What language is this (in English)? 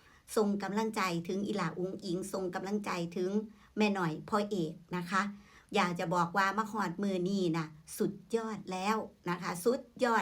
Northeastern Thai